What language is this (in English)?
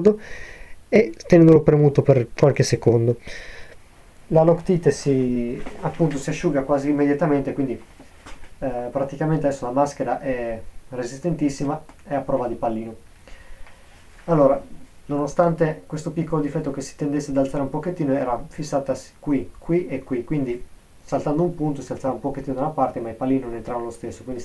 Italian